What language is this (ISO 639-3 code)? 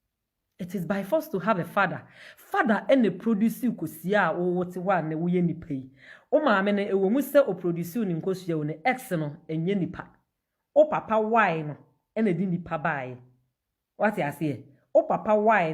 aka